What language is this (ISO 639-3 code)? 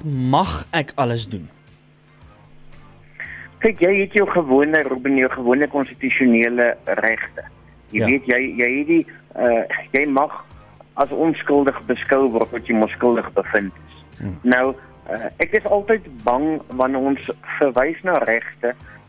afr